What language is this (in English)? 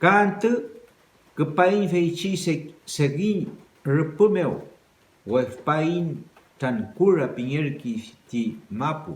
Mapuche